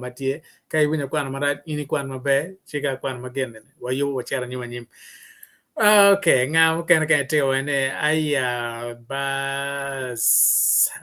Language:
Acoli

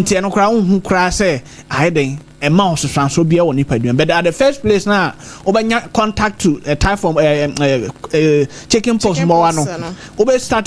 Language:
Akan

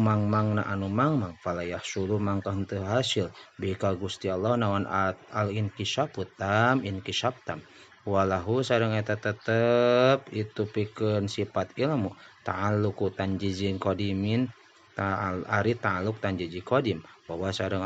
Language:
Sundanese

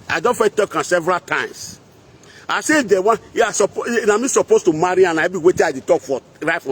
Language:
Nigerian Pidgin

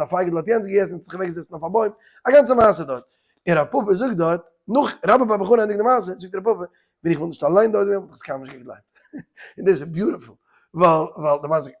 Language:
Yiddish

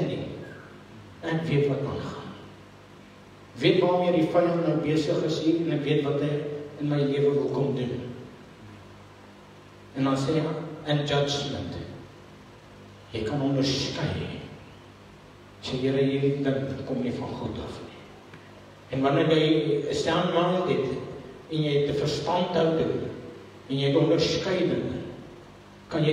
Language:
Afrikaans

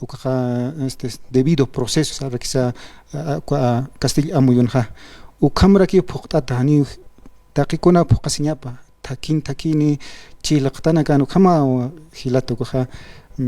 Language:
Aymara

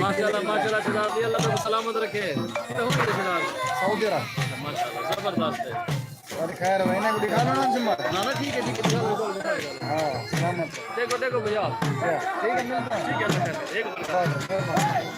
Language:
Saraiki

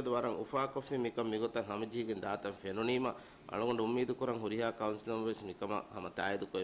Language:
Divehi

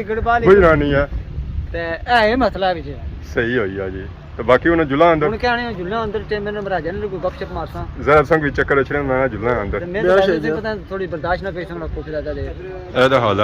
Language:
Pahari-Potwari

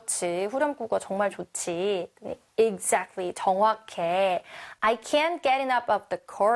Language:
Korean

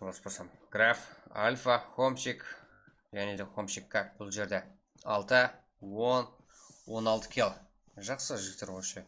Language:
Kara-Kalpak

